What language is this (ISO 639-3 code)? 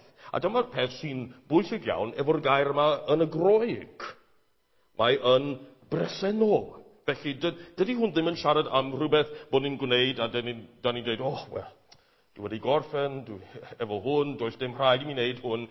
cym